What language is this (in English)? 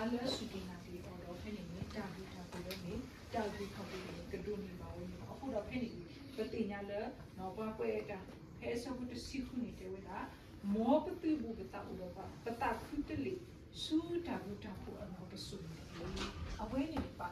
S'gaw Karen